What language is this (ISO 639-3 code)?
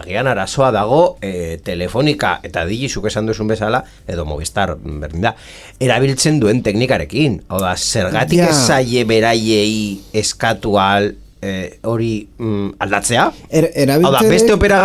eus